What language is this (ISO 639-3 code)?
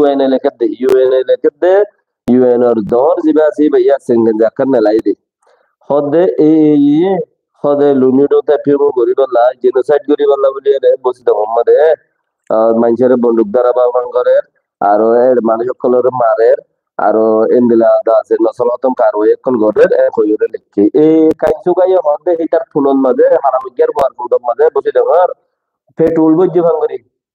rhg